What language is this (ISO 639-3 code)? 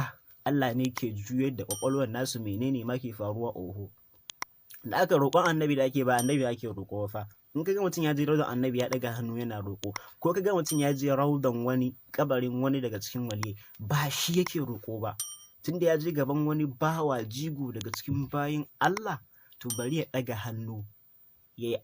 hau